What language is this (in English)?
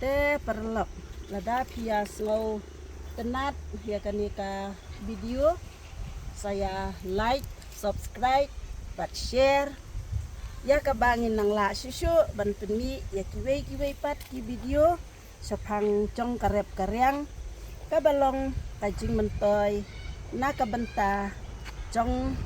Khasi